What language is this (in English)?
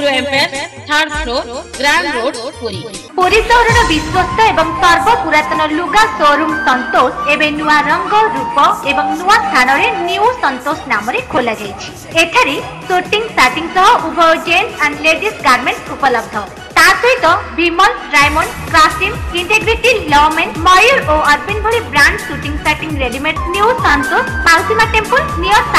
Odia